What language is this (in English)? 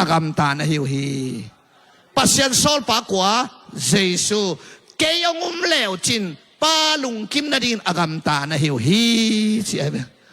Tedim Chin